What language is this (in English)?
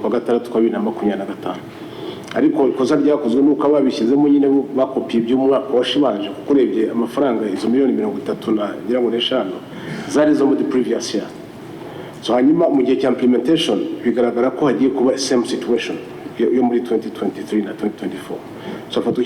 Kinyarwanda